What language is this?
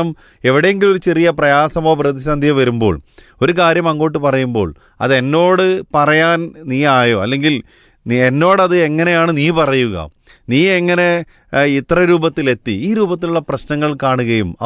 Malayalam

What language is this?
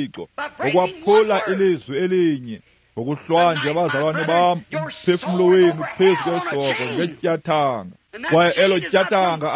Xhosa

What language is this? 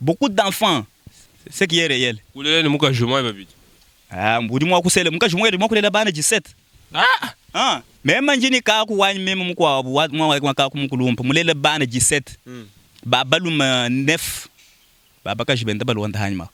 Luba-Lulua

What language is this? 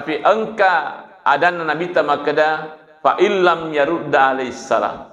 Buginese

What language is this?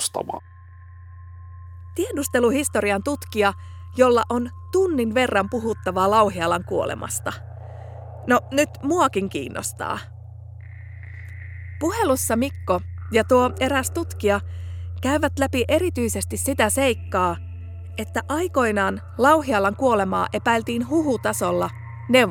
Finnish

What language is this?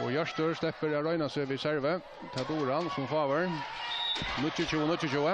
Faroese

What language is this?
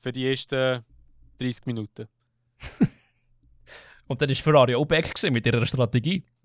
Swiss German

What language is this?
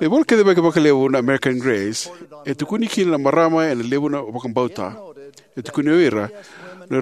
Fijian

